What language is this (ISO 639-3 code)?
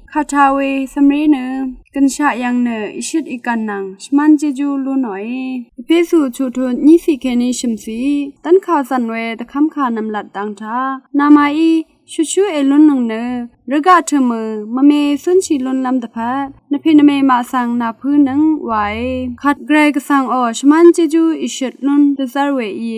raw